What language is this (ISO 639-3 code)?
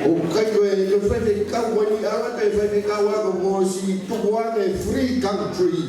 ton